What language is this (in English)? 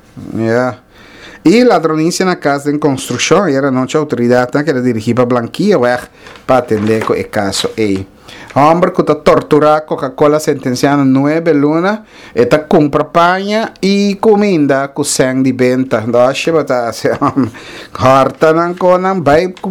Papiamento